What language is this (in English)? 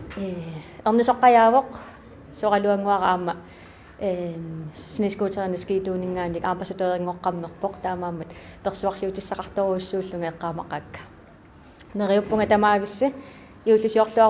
Kalaallisut